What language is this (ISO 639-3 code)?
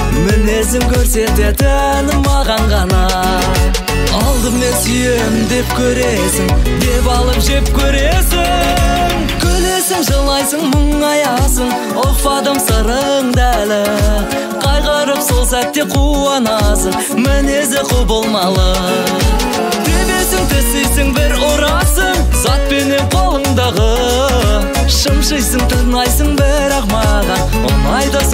kaz